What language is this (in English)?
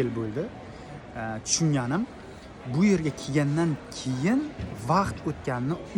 Uzbek